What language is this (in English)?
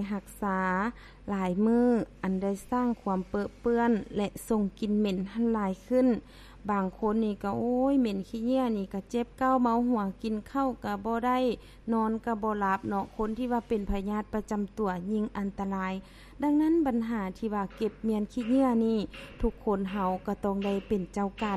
Lao